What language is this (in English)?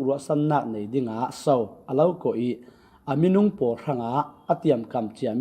Falam Chin